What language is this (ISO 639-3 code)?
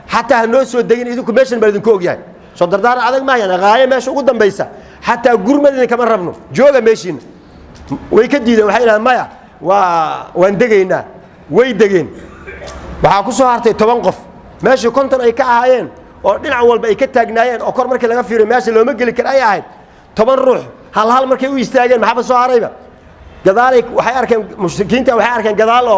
som